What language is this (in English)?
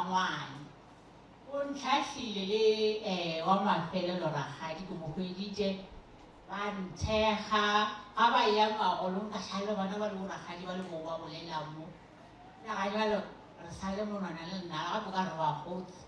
Northern Sotho